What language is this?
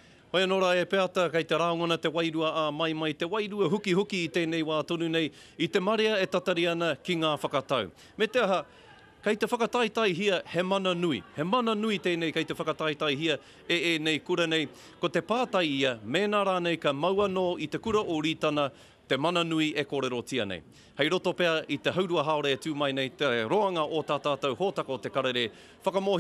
Māori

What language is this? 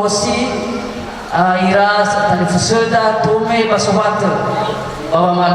Nias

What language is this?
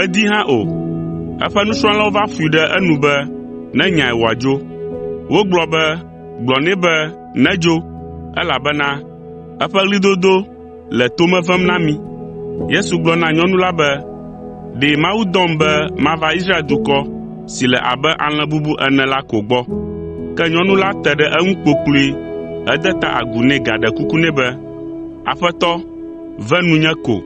Ewe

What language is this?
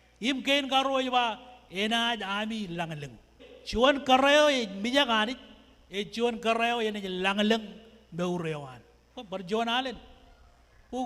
Marshallese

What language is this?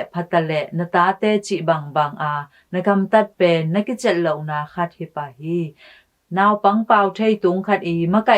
Tedim Chin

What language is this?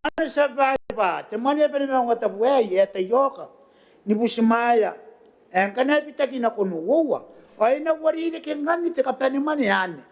Gilbertese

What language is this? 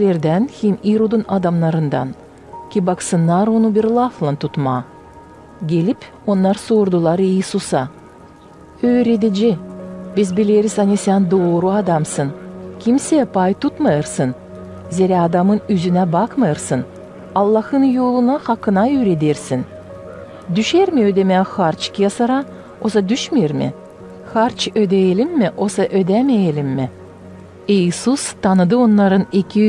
Gagauz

